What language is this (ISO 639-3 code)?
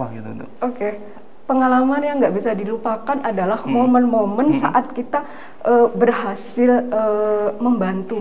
ind